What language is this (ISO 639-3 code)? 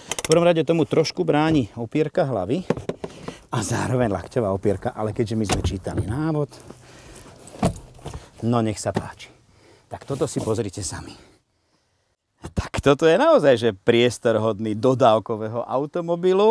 slk